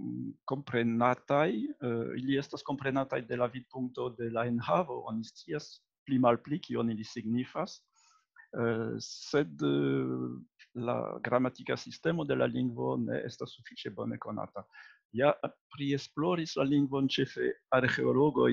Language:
Esperanto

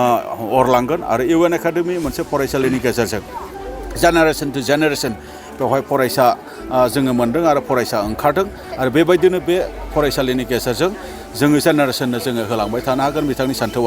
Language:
Bodo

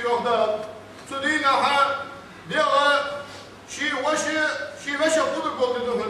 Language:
Ingush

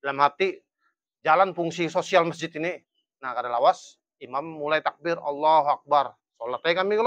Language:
Banjar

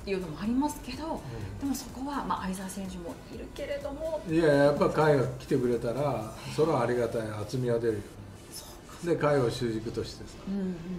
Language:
Japanese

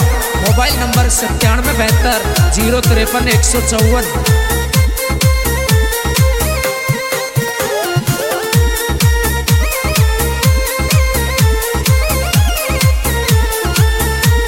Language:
Hindi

